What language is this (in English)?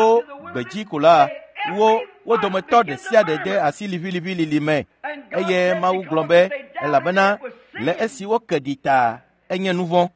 Ewe